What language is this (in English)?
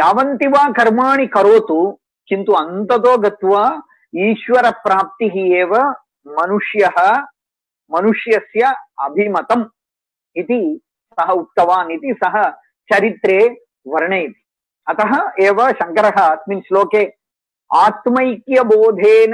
Sanskrit